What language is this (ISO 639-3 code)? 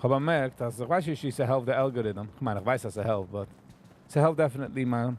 yid